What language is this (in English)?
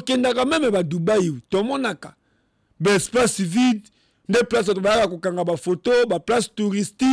Lingala